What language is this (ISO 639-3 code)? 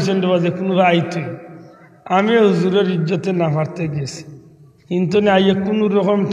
syl